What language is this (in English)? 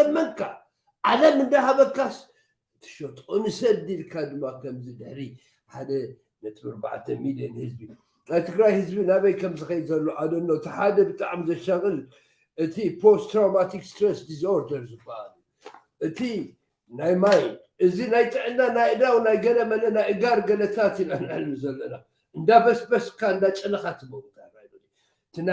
Tigrinya